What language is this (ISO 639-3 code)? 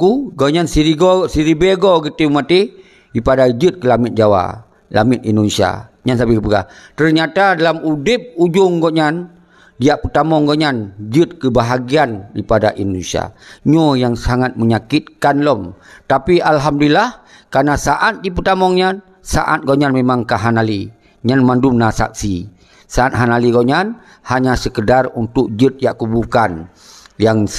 ace